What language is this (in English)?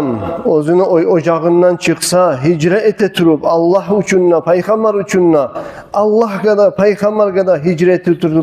Kumyk